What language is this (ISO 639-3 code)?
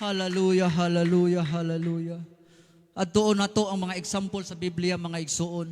ceb